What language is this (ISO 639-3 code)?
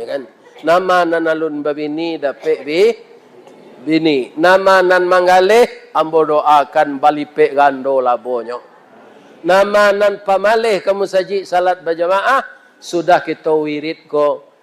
min